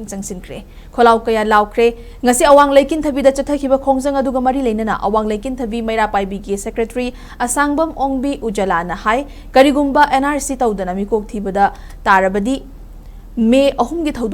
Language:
Manipuri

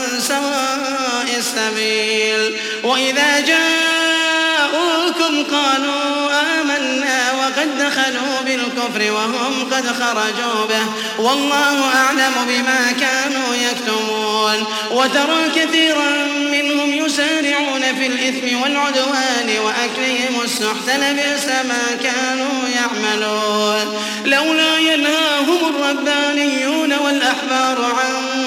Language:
Arabic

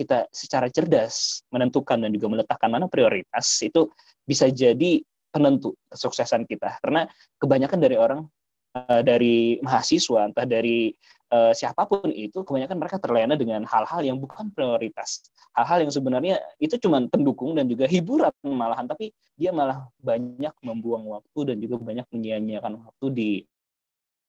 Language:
Indonesian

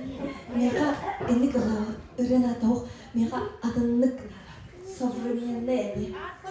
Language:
Yakut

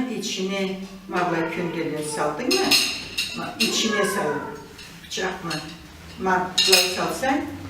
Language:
Karachay-Balkar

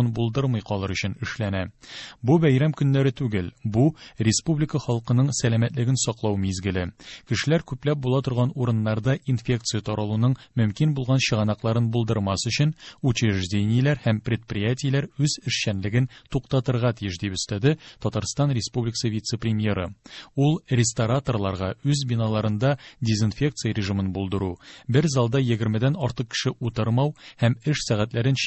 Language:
Tatar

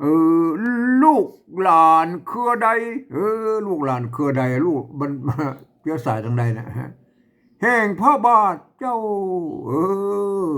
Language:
Northern Thai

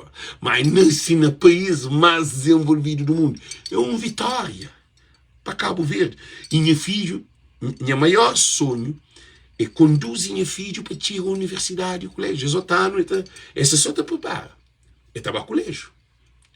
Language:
Kabuverdianu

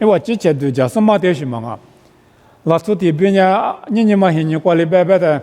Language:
Lisu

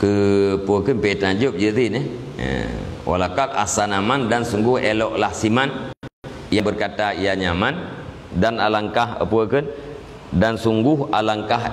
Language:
Achinese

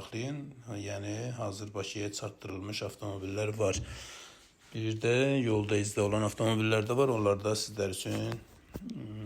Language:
Azerbaijani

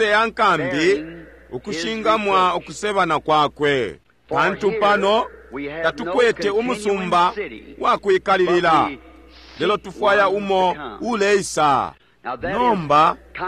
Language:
Bemba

